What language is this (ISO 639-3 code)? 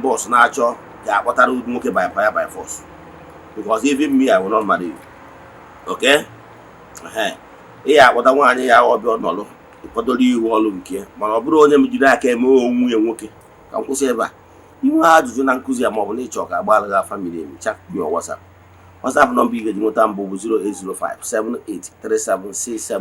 ibo